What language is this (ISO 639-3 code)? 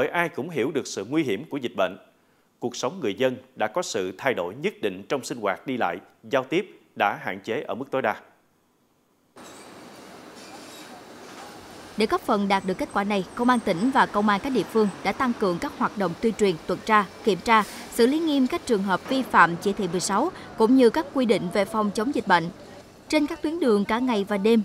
vie